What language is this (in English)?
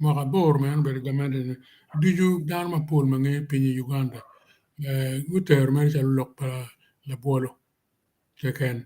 Acoli